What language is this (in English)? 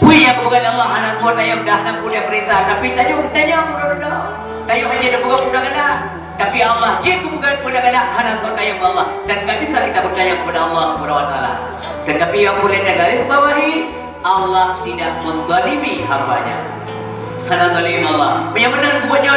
Achinese